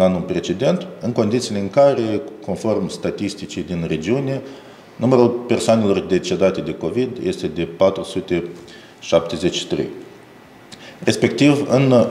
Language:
Romanian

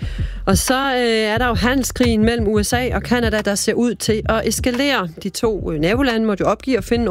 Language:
Danish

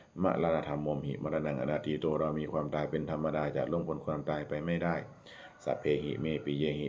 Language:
Pali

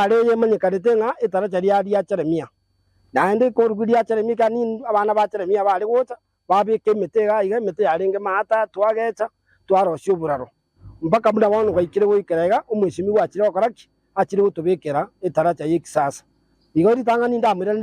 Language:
Gusii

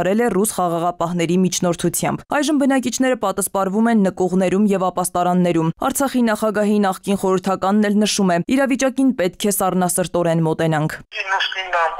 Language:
Armenian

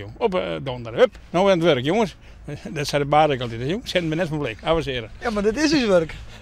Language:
Western Frisian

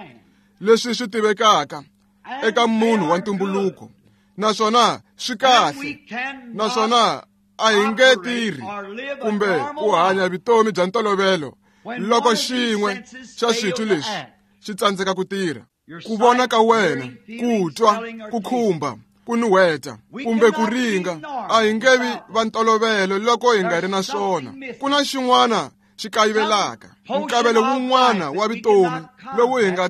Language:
Tsonga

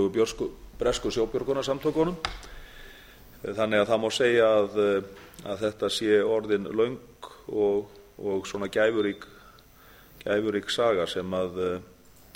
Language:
Icelandic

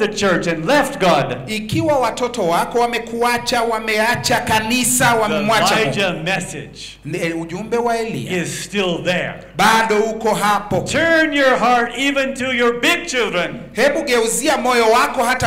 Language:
Swahili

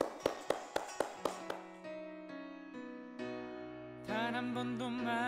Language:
Korean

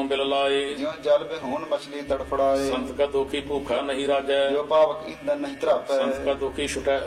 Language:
Punjabi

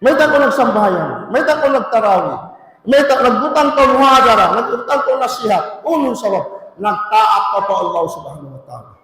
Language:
Tausug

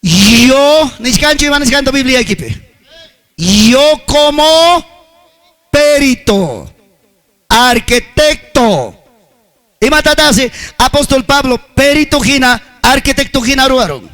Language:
Ayacucho Quechua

